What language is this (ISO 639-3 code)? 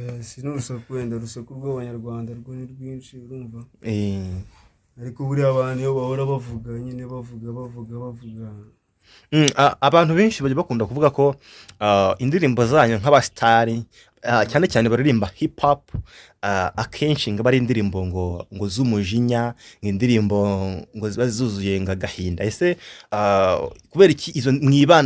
kin